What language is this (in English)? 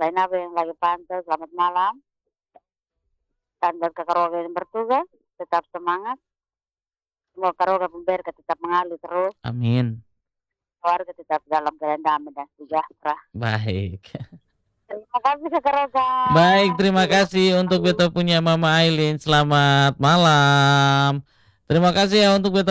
Indonesian